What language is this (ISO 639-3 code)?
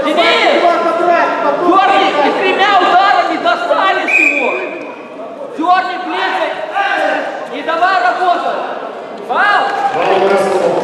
rus